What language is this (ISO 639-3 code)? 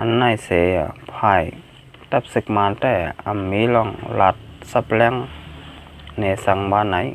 shn